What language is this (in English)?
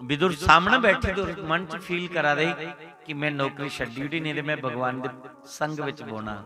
Dogri